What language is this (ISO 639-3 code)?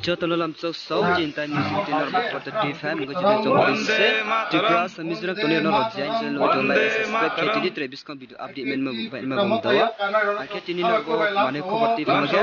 ria